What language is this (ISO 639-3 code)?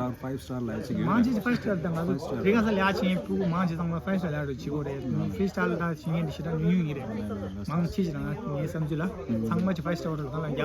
bod